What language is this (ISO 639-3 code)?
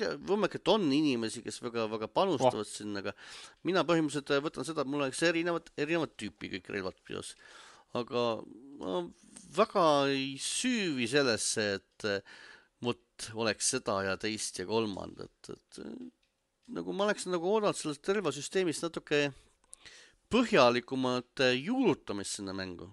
est